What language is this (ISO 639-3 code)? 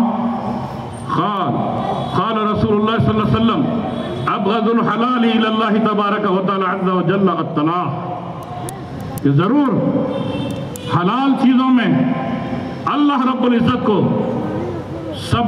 urd